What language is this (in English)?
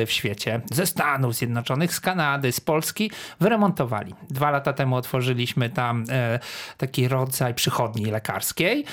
Polish